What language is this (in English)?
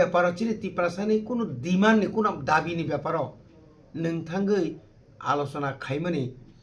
Kok Borok